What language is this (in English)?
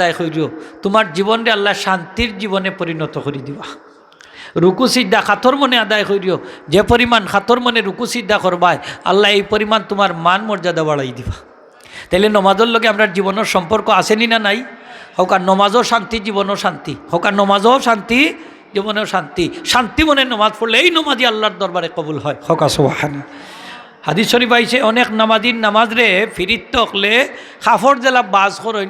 Sylheti